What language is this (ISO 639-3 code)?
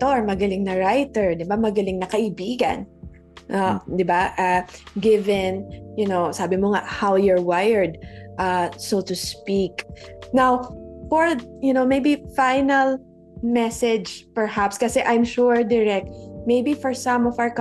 fil